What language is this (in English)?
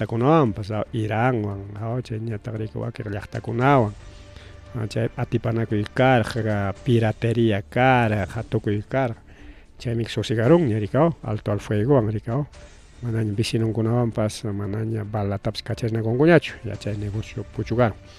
Ayacucho Quechua